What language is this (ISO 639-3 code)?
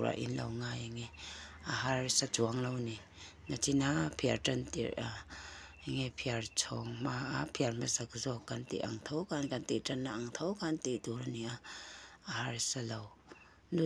lus